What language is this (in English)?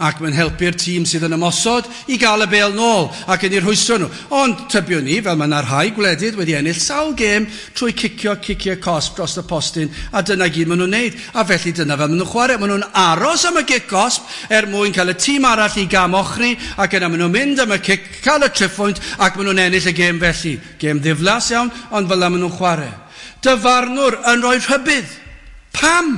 Welsh